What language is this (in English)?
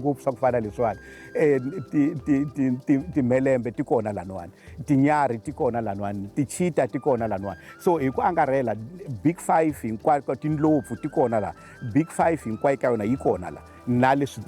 Tsonga